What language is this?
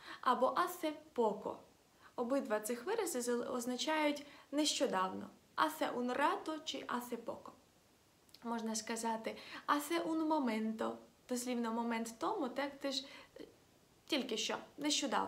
Ukrainian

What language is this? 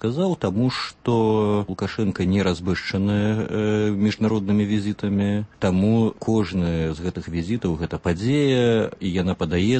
Belarusian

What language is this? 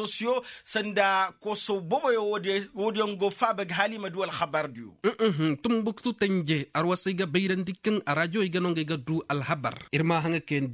Koyraboro Senni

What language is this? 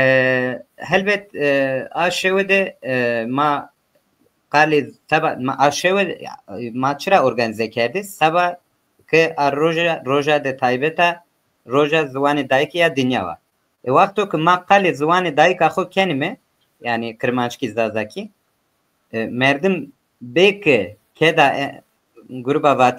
Zaza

